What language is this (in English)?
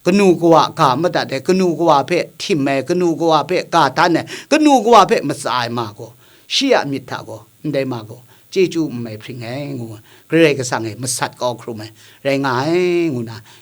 Kachin